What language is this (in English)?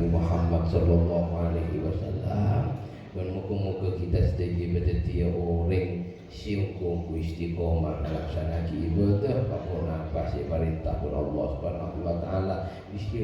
Madurese